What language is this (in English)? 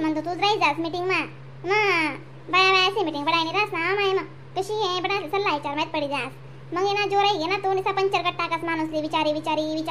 Khandesi